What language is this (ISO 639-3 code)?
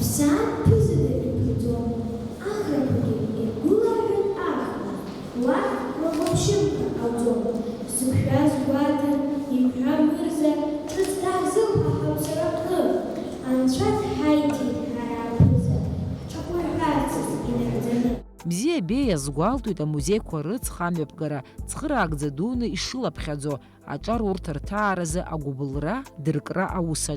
abk